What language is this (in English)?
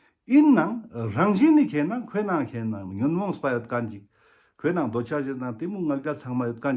Ladakhi